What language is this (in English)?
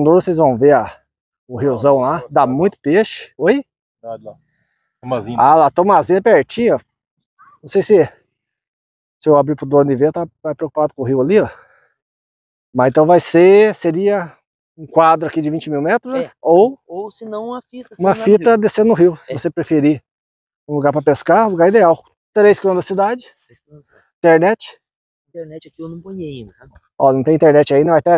Portuguese